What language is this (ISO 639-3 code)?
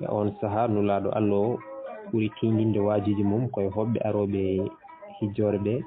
ful